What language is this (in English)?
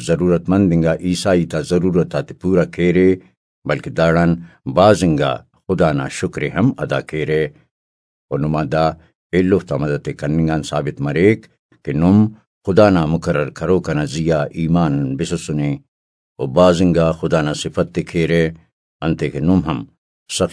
Brahui